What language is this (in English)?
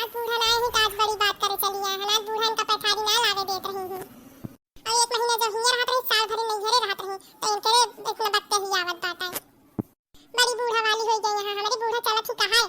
Awadhi